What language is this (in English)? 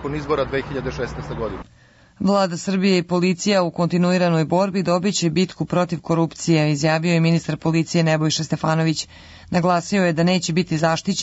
Serbian